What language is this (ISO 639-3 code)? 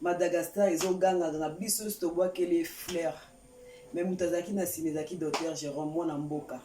lin